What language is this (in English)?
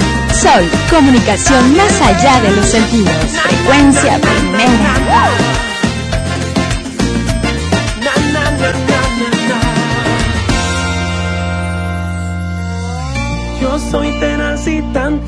Spanish